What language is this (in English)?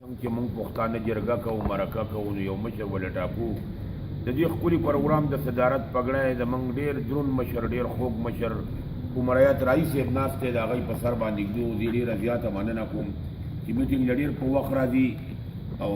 Pashto